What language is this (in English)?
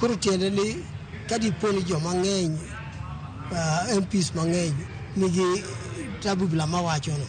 Luo (Kenya and Tanzania)